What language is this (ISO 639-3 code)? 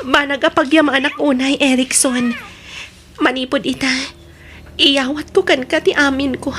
ilo